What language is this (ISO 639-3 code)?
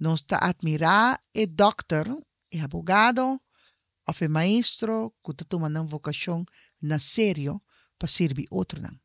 pap